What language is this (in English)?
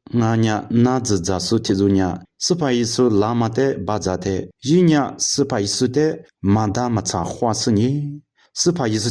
Lisu